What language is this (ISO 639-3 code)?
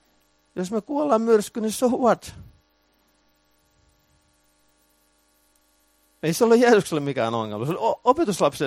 fin